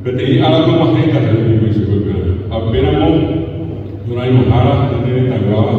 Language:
Guarani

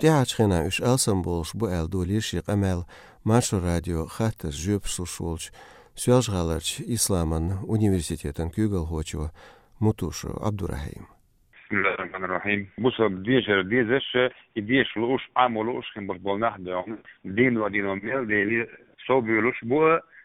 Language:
Chechen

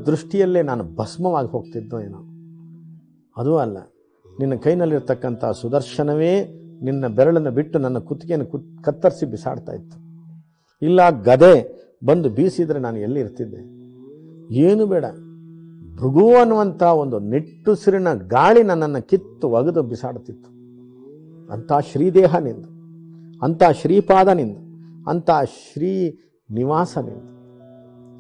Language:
Kannada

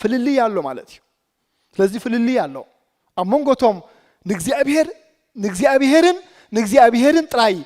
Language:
Tigrinya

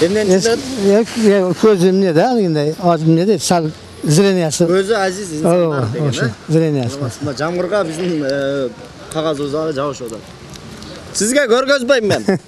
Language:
Kyrgyz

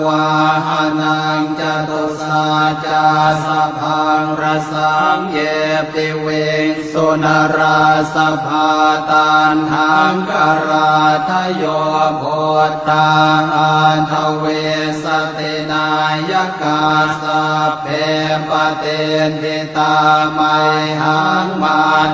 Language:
Pali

